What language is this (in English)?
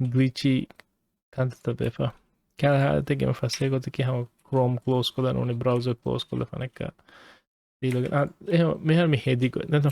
Divehi